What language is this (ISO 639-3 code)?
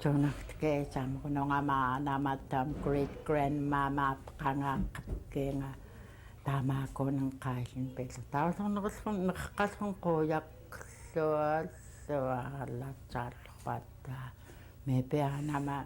esu